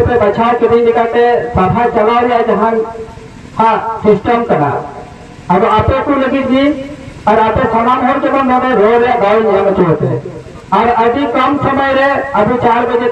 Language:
Santali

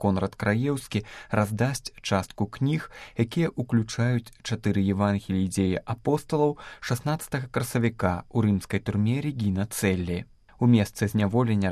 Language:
Belarusian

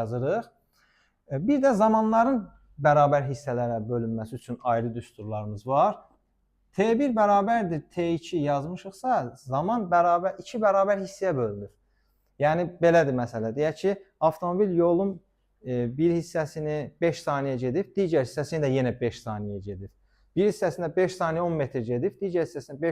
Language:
Azerbaijani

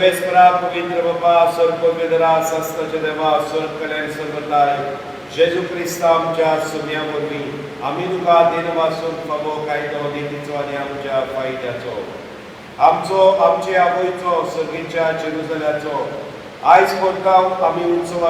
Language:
Konkani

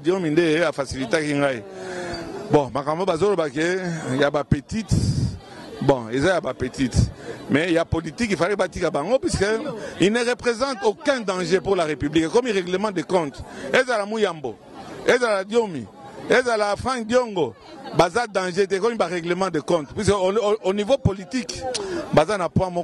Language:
Lingala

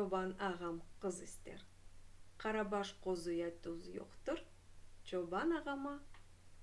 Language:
Crimean Tatar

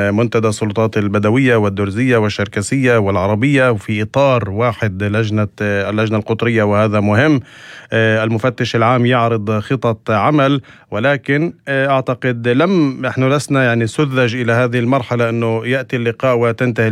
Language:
North Levantine Arabic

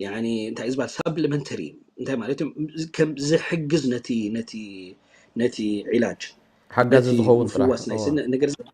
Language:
Tigrinya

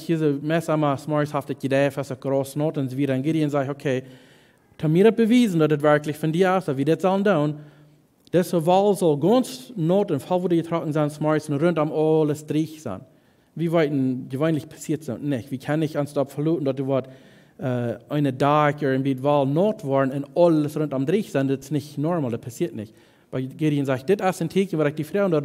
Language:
Plautdietsch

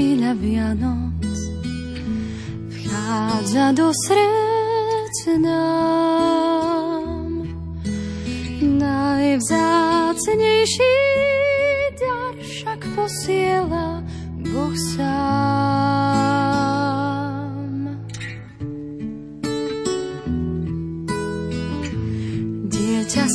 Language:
Slovak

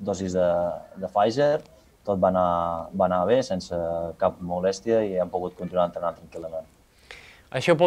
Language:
Catalan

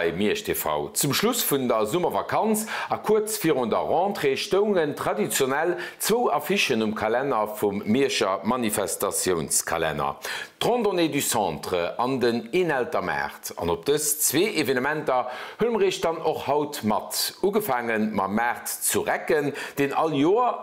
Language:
Luxembourgish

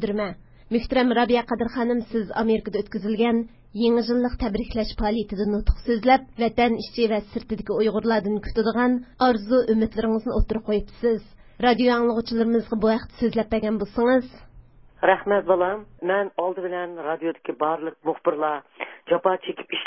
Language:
Uyghur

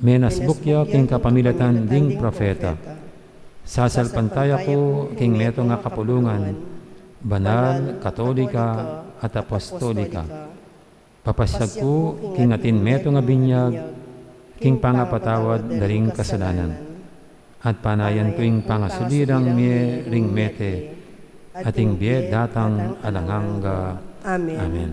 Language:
Pampanga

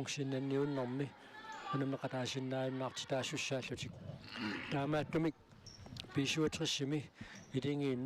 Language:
Kalaallisut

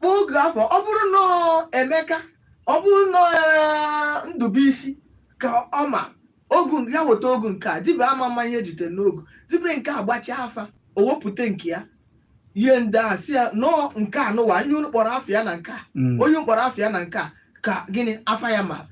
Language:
Igbo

